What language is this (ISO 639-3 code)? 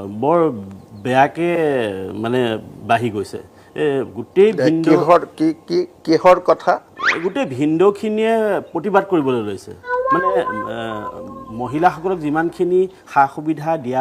asm